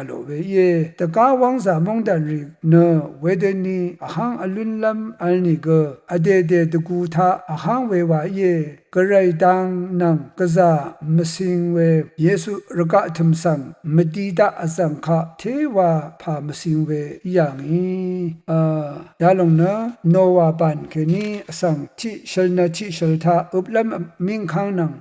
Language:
Rawang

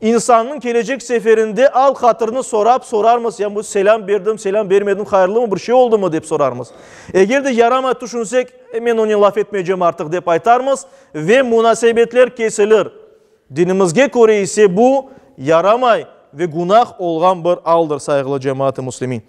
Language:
Crimean Tatar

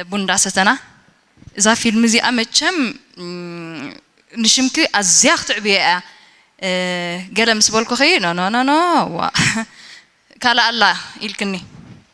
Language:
Tigrinya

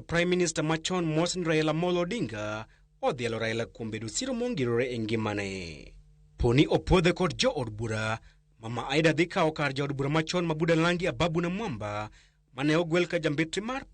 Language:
Luo (Kenya and Tanzania)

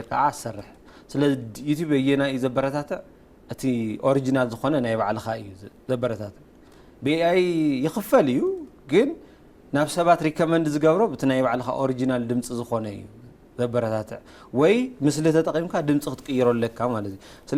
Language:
Tigrinya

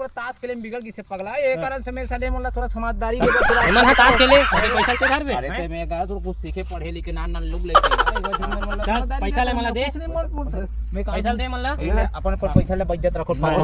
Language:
Chhattisgarhi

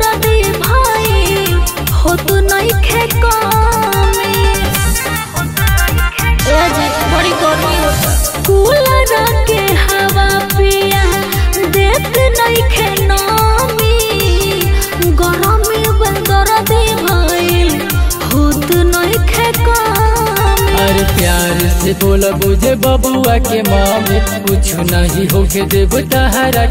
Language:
Bhojpuri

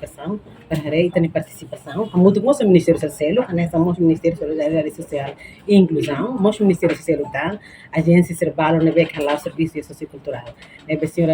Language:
Tetum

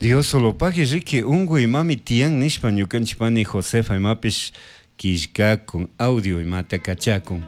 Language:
Chimborazo Highland Quichua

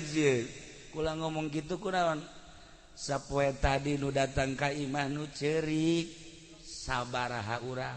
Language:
Sundanese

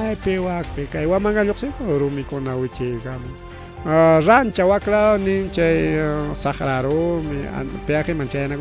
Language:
Ayacucho Quechua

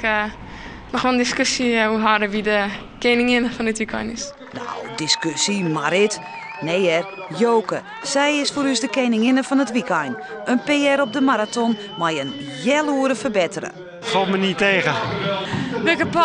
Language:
Western Frisian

